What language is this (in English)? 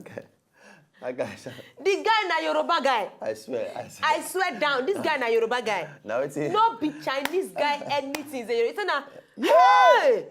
Nigerian Pidgin